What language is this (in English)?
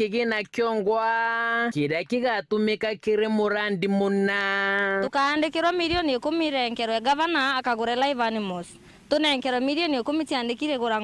Meru